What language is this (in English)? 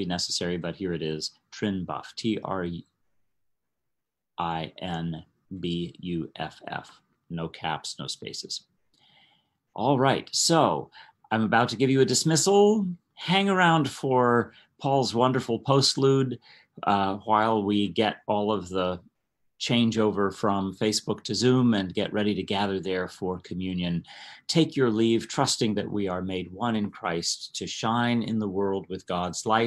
English